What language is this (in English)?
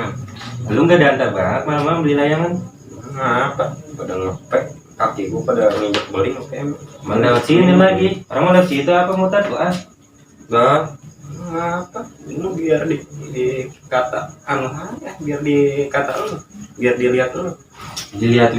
Betawi